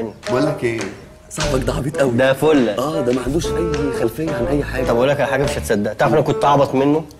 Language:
Egyptian Arabic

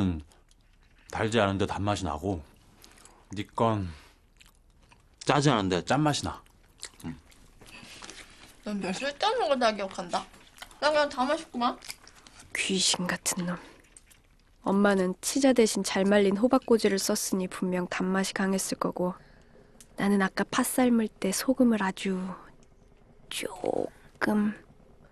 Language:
Korean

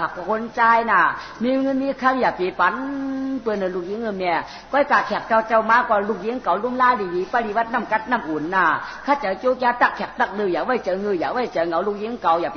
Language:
Shan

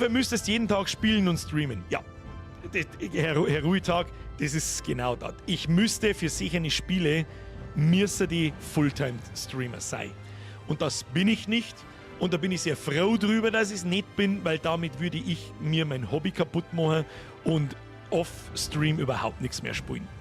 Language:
Bavarian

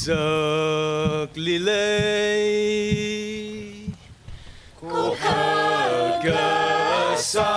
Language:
Tangkhul Naga (India)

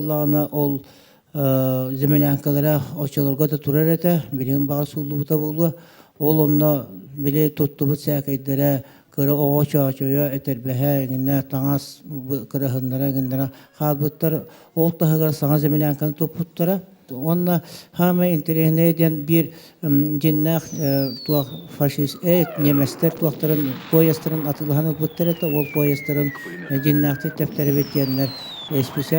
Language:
Yakut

